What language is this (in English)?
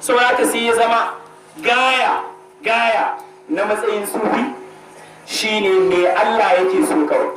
Hausa